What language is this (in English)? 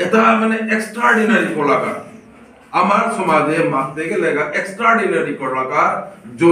Bishnupriya